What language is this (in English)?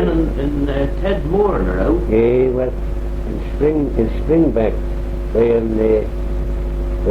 Manx